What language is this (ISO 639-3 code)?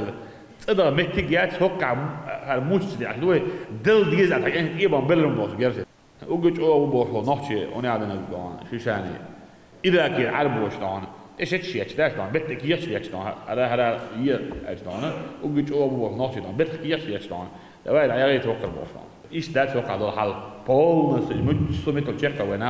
che